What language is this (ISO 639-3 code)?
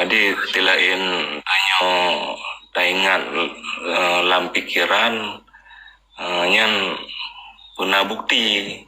ace